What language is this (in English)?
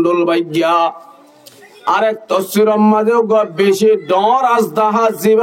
Rohingya